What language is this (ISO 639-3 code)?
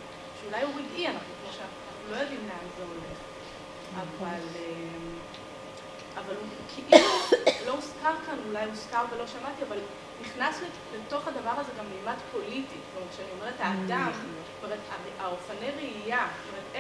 heb